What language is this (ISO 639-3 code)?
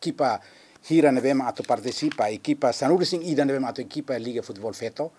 tet